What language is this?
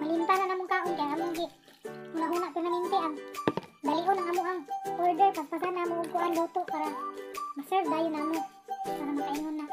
Cebuano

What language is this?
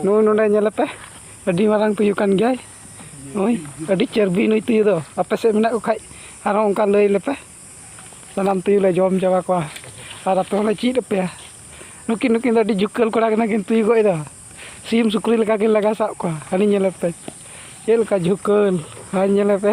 Santali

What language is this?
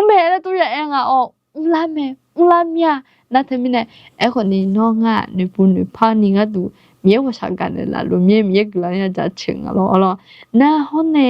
Akha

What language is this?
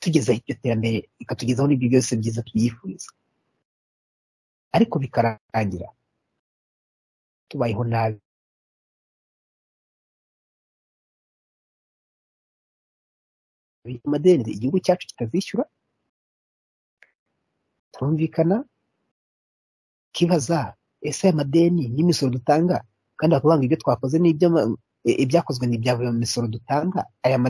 Kinyarwanda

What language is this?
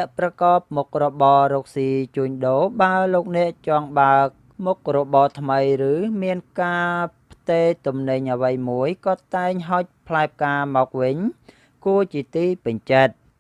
Khmer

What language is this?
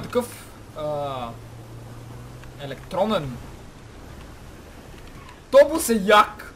Bulgarian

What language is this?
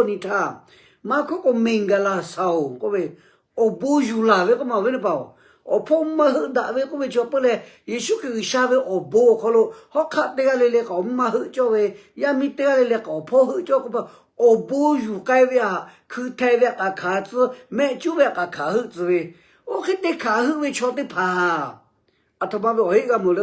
Lahu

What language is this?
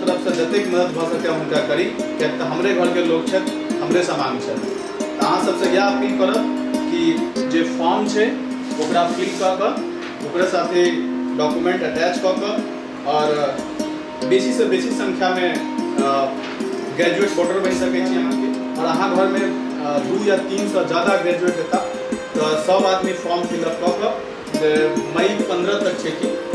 Maithili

